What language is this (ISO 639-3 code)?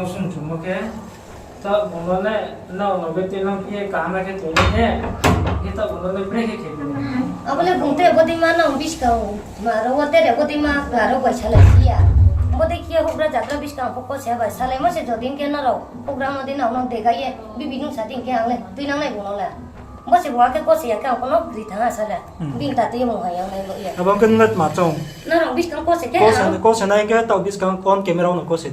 ria